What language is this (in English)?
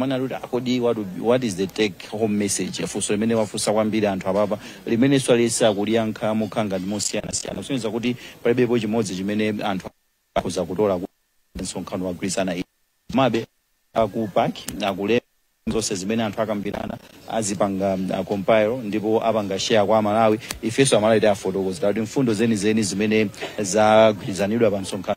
Nyanja